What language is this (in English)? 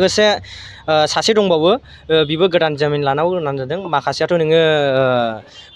Bodo